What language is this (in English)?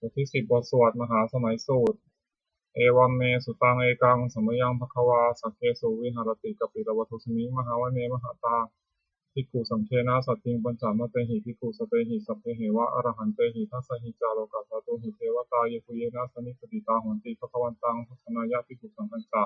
Pali